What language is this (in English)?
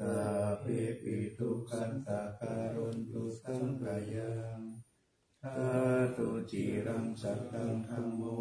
Pali